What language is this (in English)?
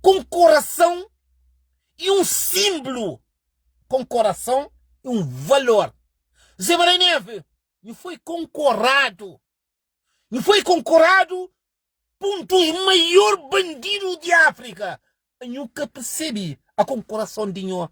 Kabuverdianu